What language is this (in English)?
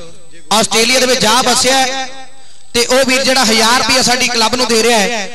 Punjabi